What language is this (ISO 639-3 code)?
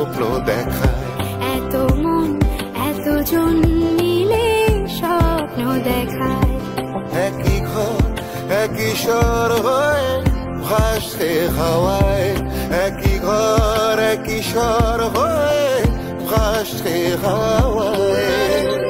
ben